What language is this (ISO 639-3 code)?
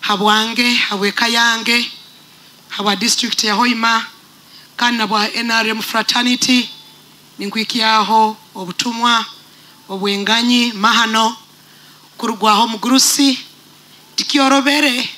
nyo